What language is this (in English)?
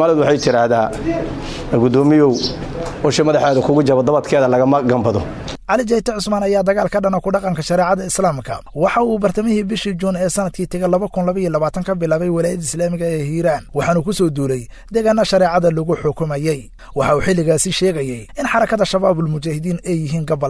Somali